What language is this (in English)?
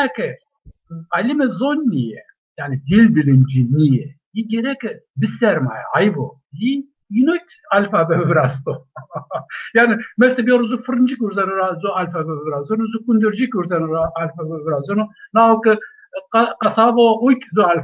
Zaza